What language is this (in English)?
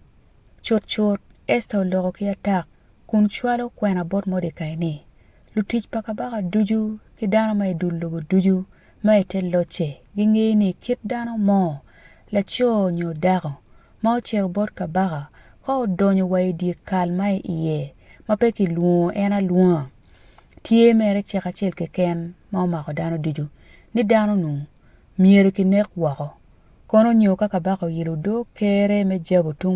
Acoli